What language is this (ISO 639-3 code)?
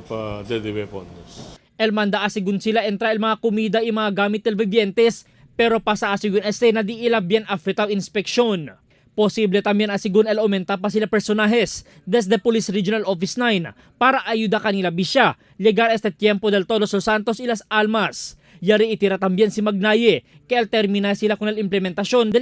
cbk